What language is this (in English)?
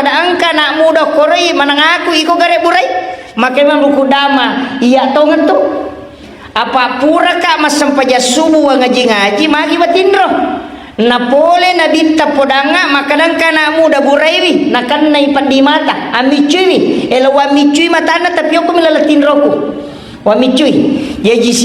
Buginese